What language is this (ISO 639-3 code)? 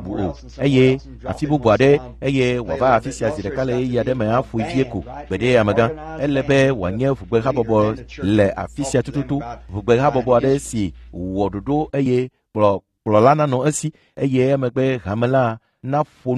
ewe